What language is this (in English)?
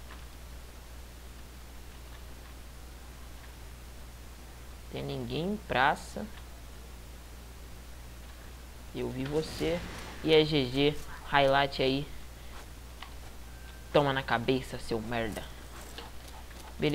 Portuguese